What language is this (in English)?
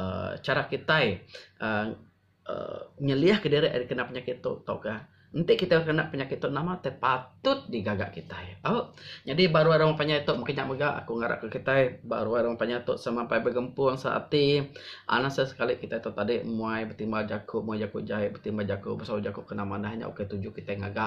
Iban